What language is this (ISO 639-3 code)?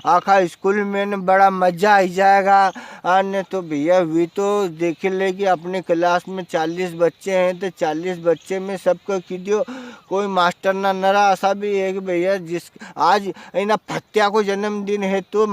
raj